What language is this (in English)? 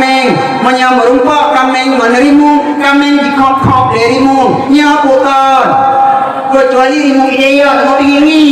Achinese